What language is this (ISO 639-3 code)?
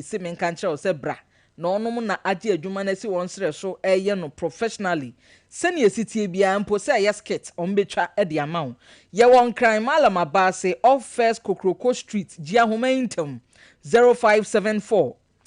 aka